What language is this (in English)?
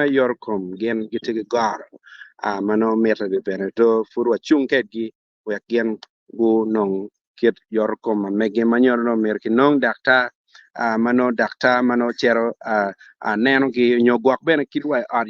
Acoli